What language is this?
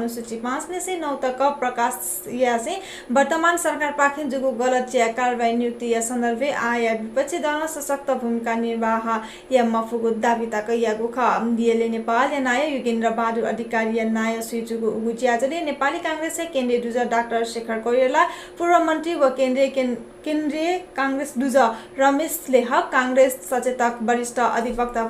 Newari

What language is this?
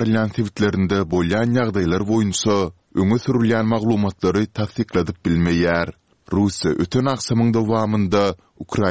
Turkmen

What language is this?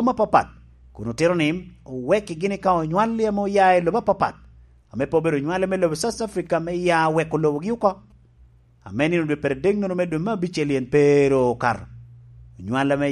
Lango (Uganda)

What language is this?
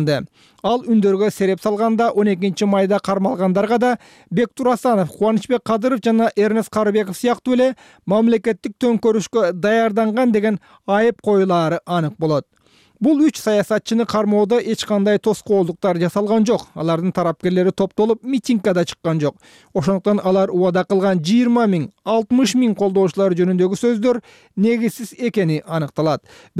Kyrgyz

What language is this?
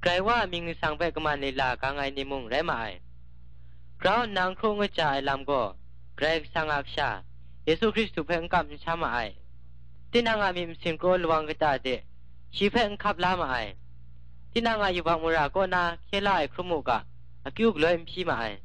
Kachin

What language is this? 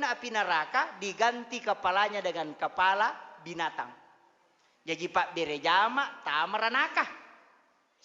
Buginese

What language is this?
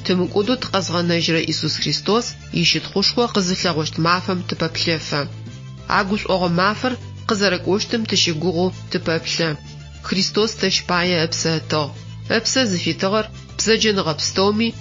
Adyghe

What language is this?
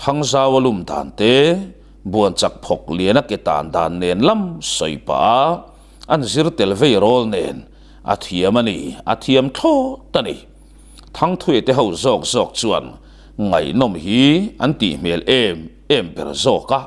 Mizo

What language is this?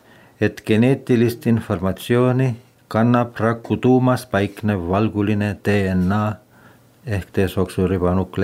Estonian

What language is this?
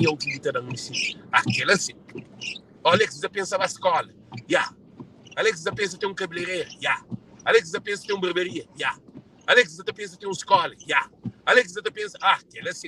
Kabuverdianu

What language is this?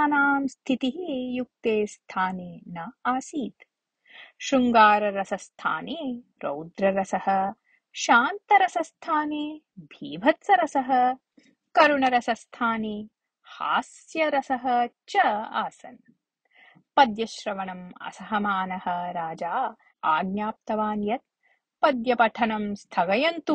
Sanskrit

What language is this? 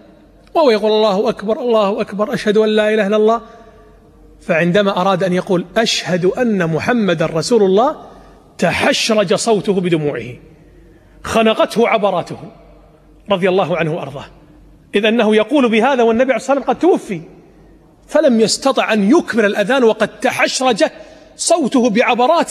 Arabic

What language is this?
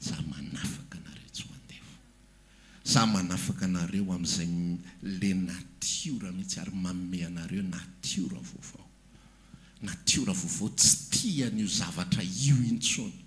Malagasy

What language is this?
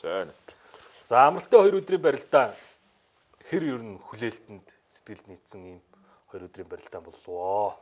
Mongolian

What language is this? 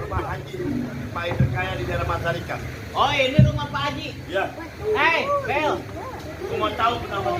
Betawi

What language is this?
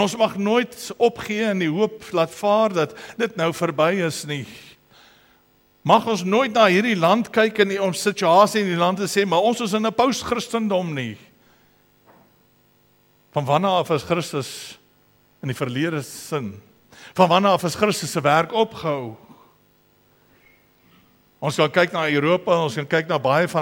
Afrikaans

